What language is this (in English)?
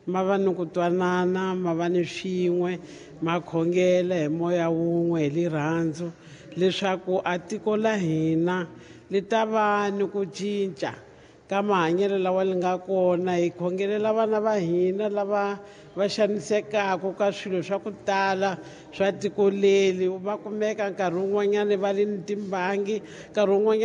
Tsonga